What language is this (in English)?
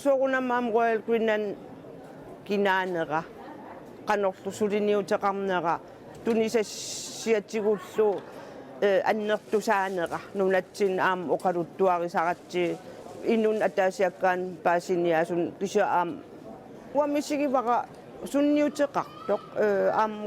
Kalaallisut